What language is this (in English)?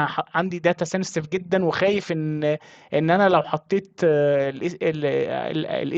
Egyptian Arabic